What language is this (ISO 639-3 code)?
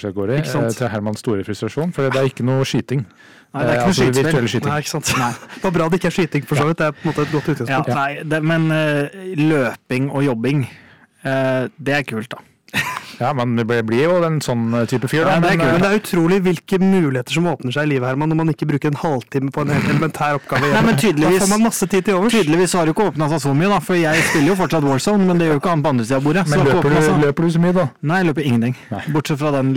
nor